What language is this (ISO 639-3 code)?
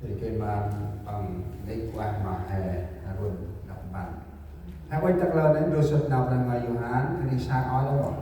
cmo